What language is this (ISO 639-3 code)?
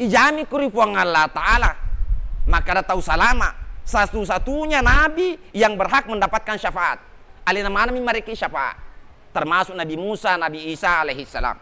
bug